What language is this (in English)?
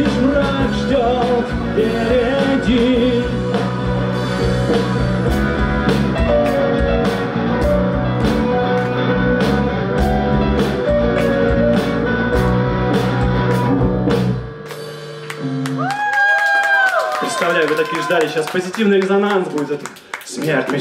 Russian